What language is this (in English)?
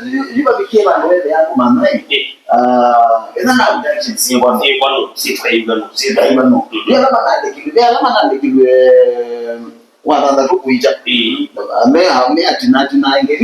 Kamba